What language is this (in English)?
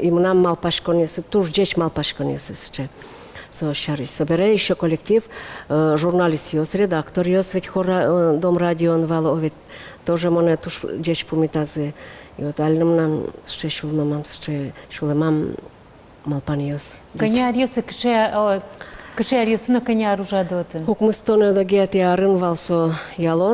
Udmurt